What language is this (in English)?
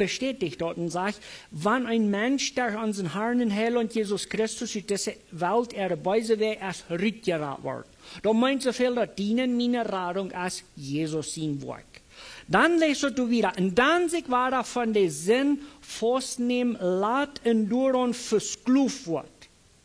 Plautdietsch